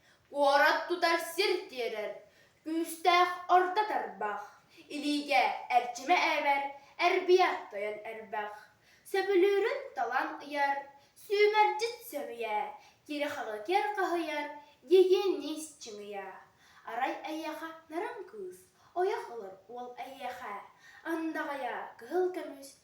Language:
Yakut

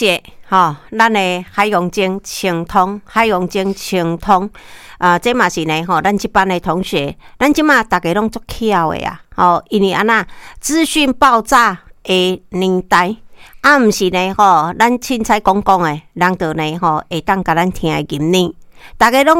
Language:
Min Nan Chinese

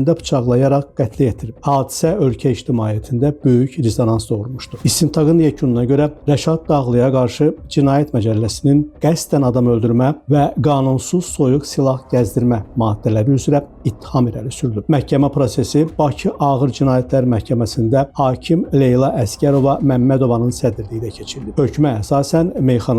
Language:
Azerbaijani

